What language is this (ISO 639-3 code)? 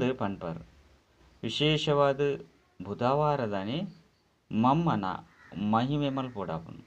tcy